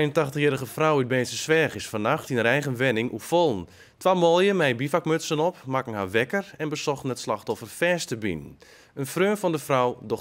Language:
Western Frisian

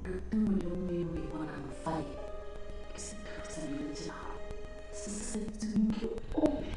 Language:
Tswana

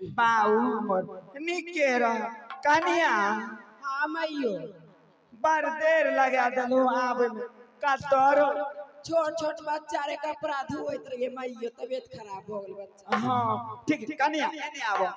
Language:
Maithili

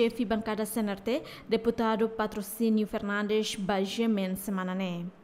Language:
Tetum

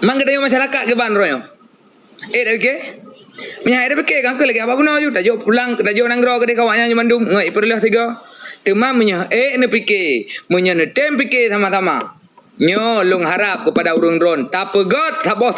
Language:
Achinese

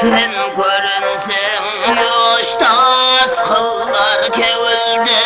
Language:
Kara-Kalpak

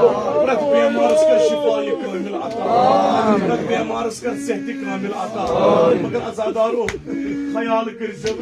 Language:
Kashmiri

